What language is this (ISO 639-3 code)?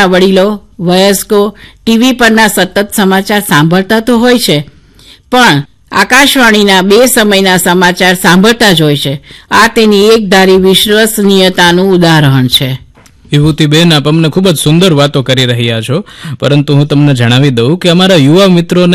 guj